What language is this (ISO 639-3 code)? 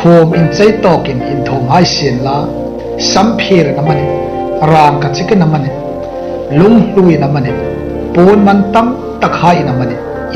hmr